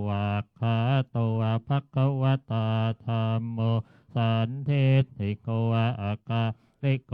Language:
Pali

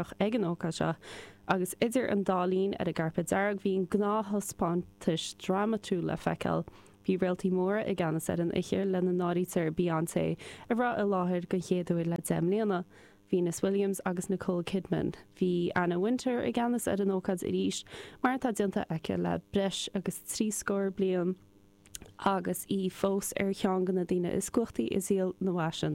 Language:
Irish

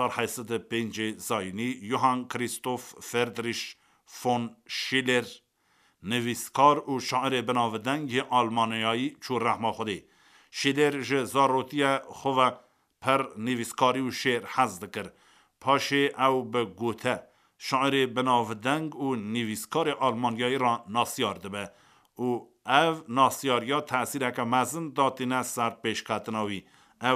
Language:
Kurdish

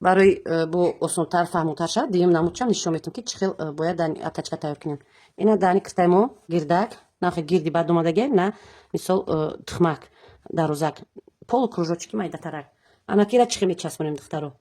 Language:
Tajik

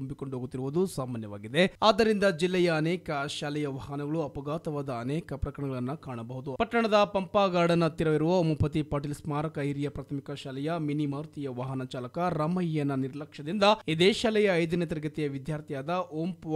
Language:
Kannada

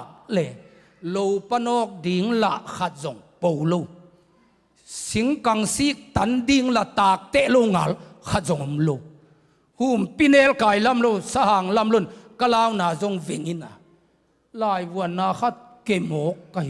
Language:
Tedim Chin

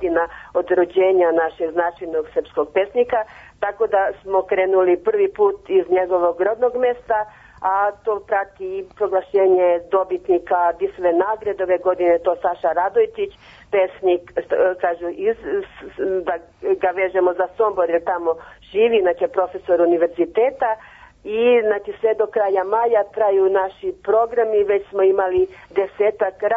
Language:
Serbian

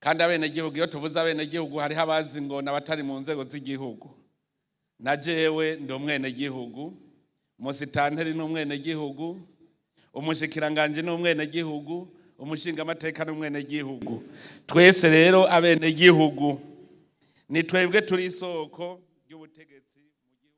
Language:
Rundi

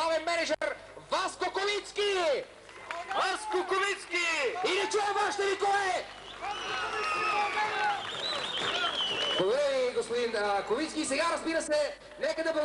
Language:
Bulgarian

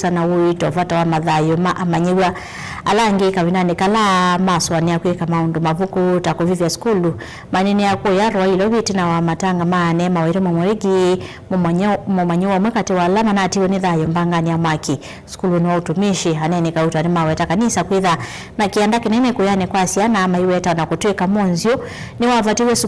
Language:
Kamba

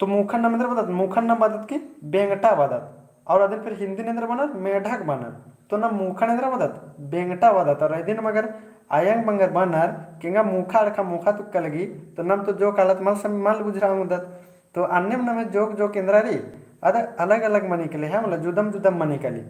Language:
Kurukh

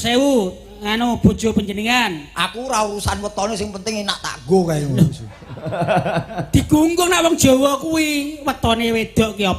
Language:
Javanese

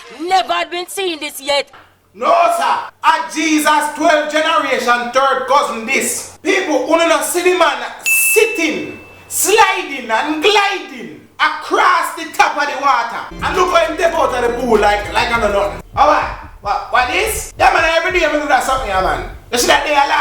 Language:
Jamaican Creole English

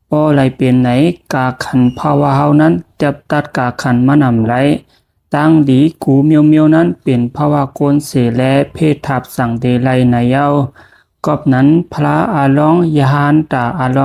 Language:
Shan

